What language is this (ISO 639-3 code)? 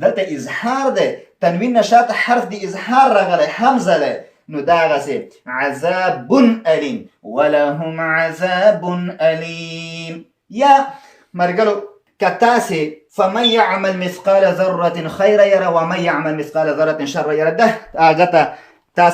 pus